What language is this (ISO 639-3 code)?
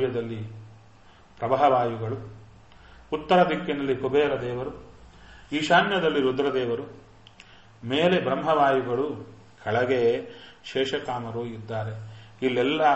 kan